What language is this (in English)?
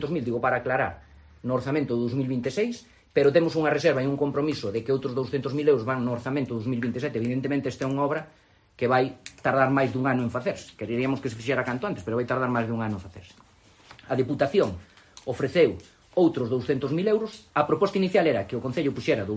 Galician